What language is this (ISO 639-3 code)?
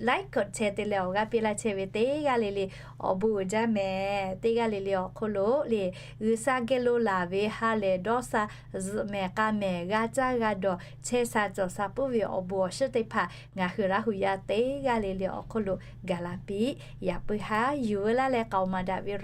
lhu